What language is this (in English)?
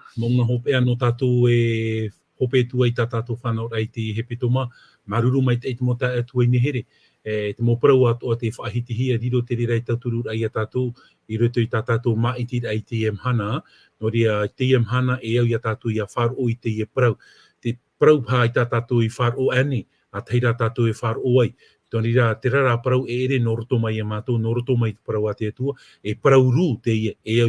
Tahitian